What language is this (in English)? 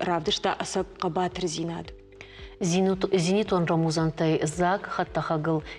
Ossetic